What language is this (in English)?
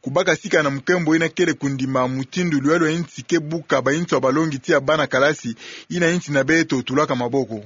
Kituba (Democratic Republic of Congo)